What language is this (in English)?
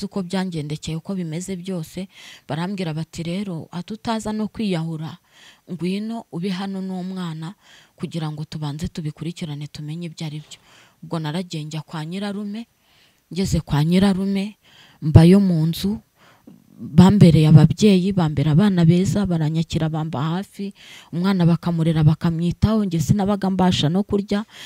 Kinyarwanda